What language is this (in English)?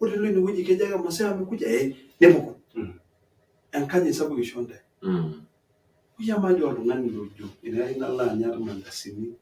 Masai